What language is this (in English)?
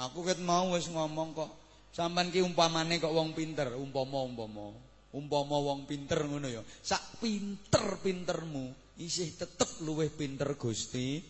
Javanese